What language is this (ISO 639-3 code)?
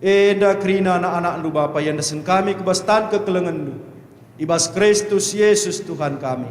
btx